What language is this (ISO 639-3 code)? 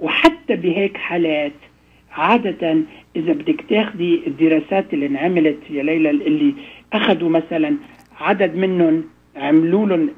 apc